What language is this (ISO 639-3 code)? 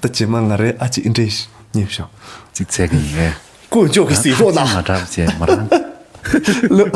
bod